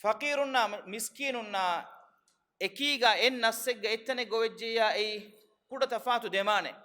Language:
Divehi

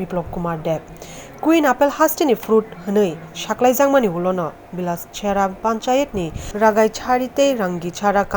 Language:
Kok Borok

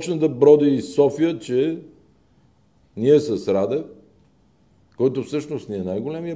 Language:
Bulgarian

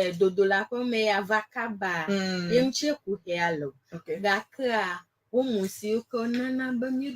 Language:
Ewe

